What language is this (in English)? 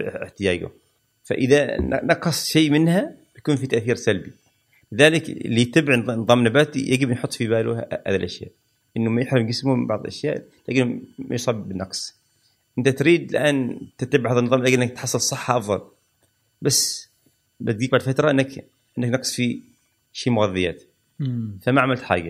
Gulf Arabic